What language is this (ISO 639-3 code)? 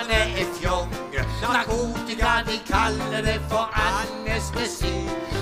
nor